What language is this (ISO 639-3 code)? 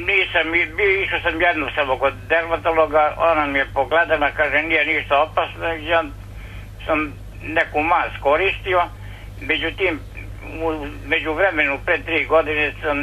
srp